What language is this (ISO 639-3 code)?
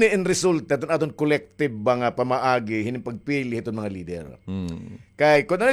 war